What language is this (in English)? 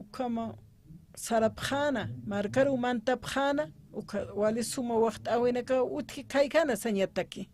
Aymara